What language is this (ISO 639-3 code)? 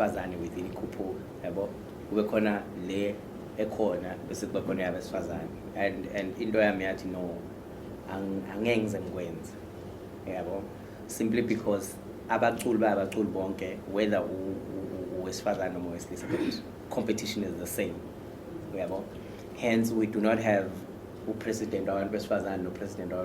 zul